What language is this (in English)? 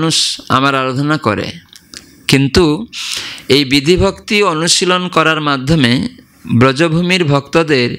Bangla